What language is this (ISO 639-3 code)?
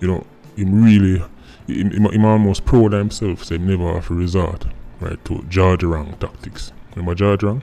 jam